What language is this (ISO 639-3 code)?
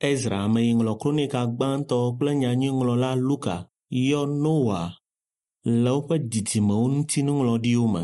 ewe